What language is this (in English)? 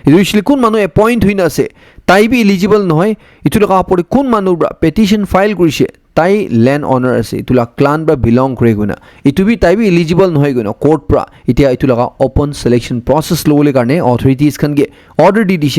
Naga Pidgin